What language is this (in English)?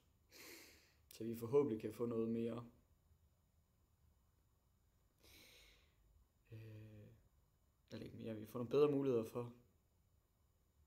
Danish